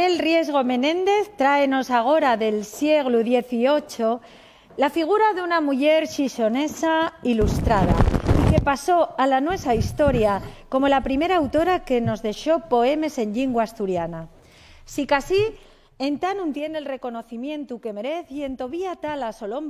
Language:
Asturian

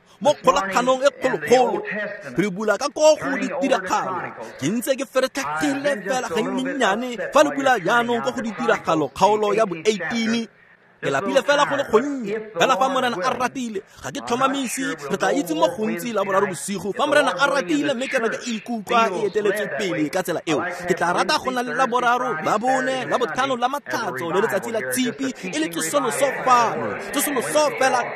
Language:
Tswana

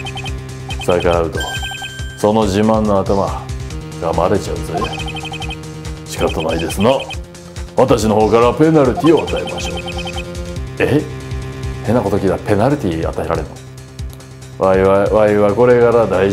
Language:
Japanese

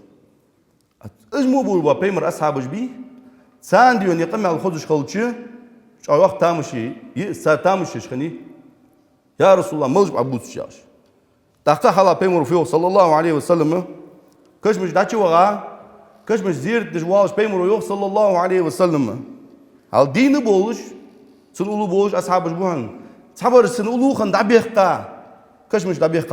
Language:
Ingush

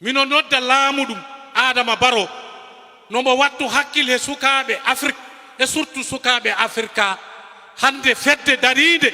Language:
Fula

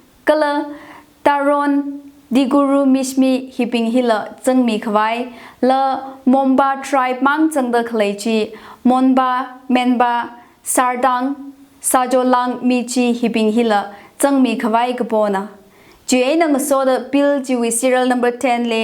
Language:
Tangkhul Naga (India)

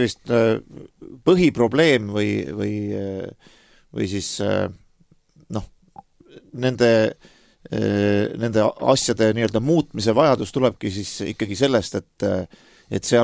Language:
Estonian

